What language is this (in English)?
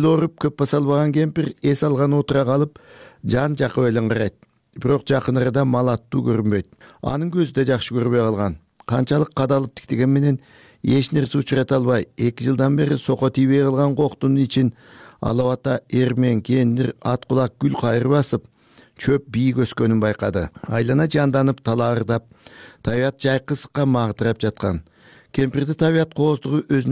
Kyrgyz